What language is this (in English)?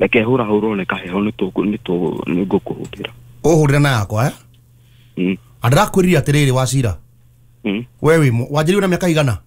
Kikuyu